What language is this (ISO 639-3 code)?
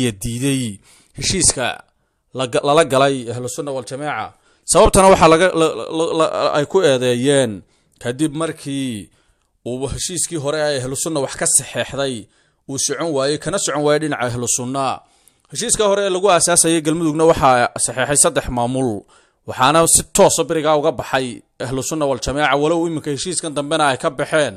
som